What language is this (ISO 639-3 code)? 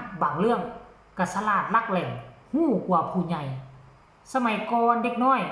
tts